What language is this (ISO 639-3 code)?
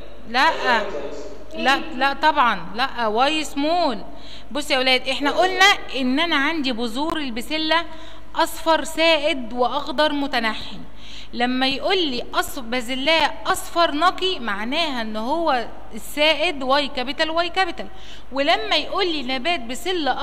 arz